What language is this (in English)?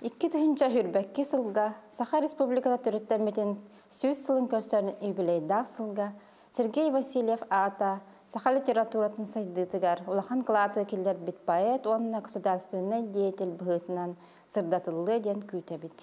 Yakut